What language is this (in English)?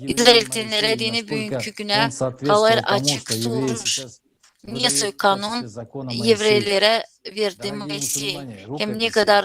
Gagauz